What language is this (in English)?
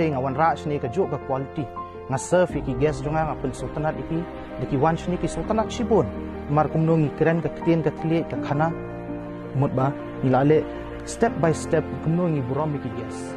Khasi